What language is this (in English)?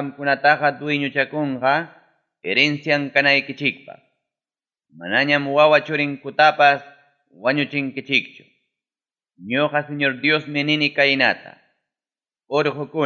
Ayacucho Quechua